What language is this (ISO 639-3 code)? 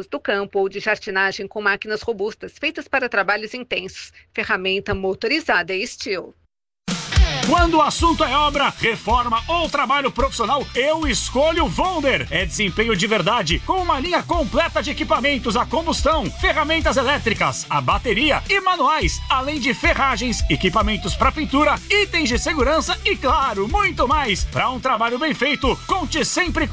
por